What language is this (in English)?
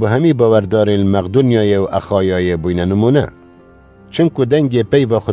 Kurdish